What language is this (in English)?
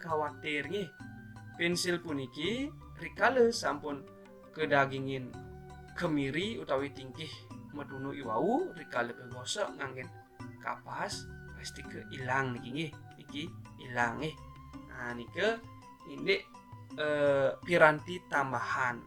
Balinese